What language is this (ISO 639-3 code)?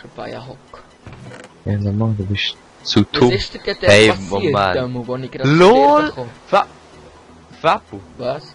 gsw